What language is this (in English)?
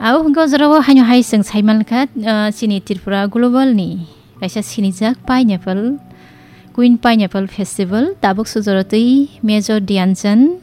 Kok Borok